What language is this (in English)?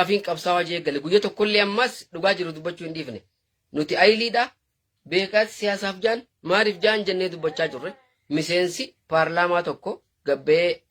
Oromo